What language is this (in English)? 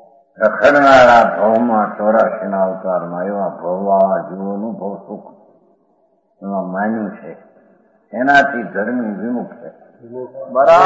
Gujarati